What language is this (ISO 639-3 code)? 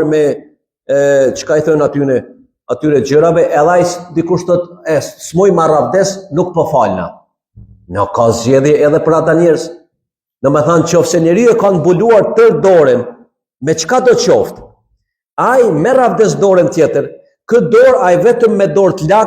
sqi